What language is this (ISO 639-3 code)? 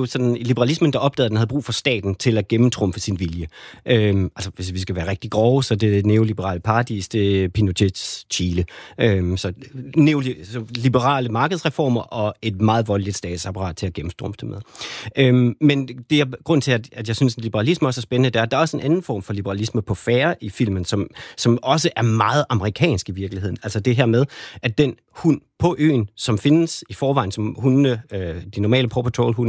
dan